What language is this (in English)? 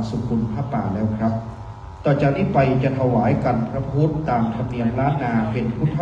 Pali